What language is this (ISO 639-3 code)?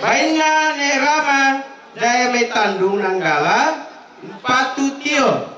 sda